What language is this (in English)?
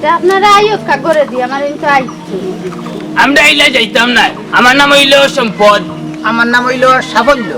Sylheti